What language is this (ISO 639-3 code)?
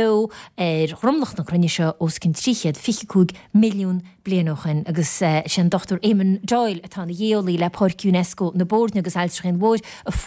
gle